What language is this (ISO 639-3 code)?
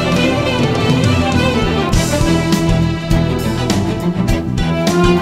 tur